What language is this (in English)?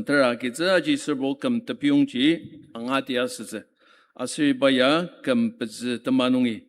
Ao Naga